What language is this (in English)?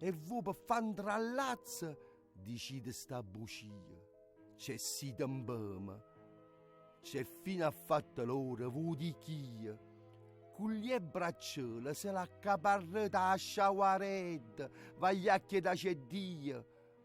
Neapolitan